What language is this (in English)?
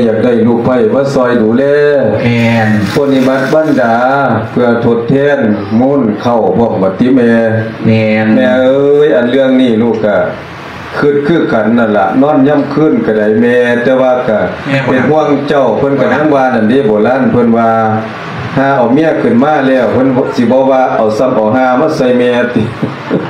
Lao